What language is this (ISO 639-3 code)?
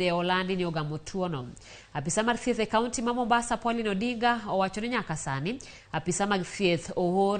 luo